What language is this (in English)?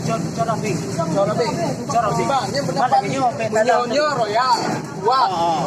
Achinese